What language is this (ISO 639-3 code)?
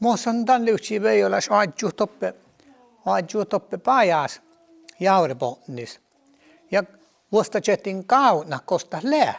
sme